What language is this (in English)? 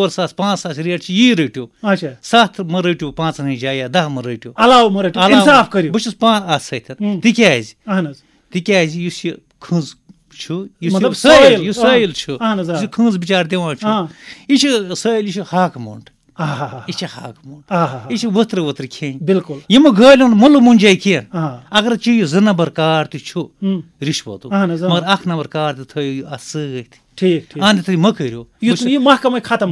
Kashmiri